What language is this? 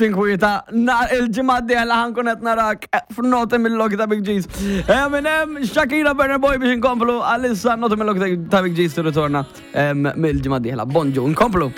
Maltese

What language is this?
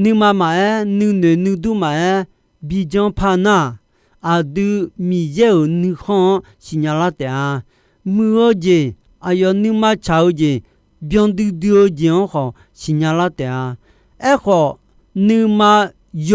Akha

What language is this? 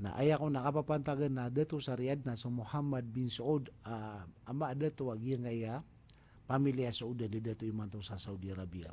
Maranao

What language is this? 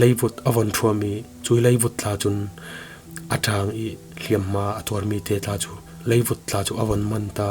Falam Chin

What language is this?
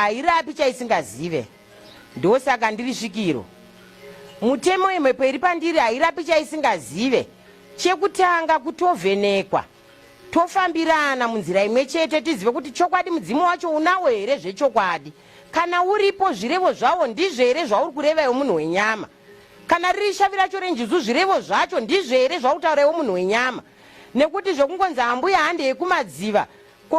Shona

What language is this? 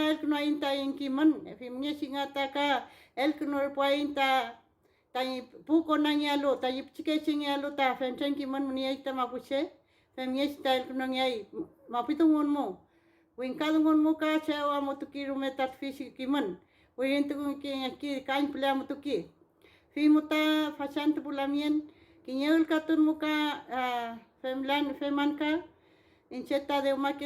Mapuche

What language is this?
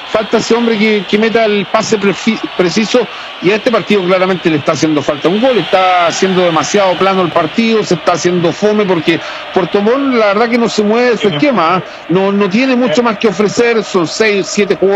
Spanish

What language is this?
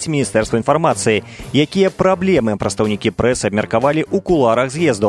Belarusian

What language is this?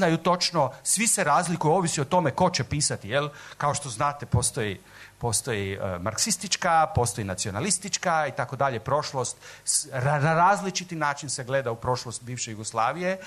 Serbian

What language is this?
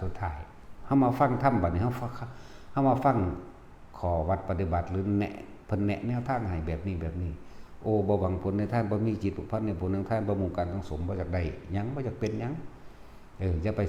Northeastern Thai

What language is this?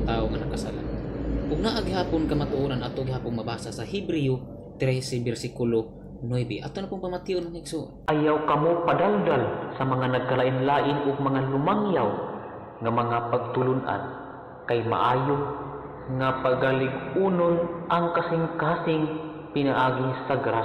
Cebuano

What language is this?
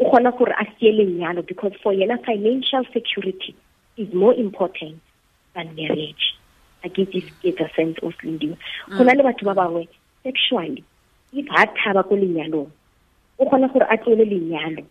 Tswana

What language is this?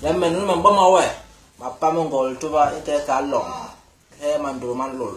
Basaa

